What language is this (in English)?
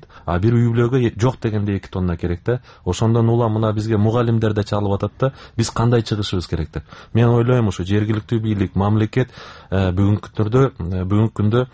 Kyrgyz